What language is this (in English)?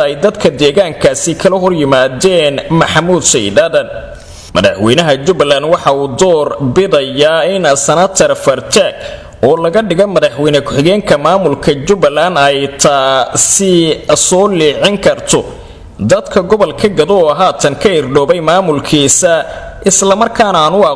Somali